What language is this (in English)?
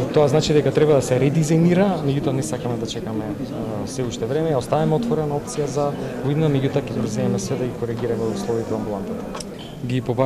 Macedonian